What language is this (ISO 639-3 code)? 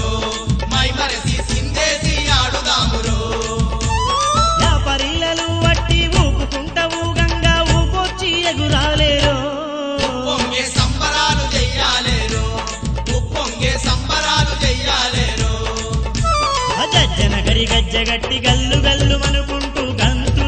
tel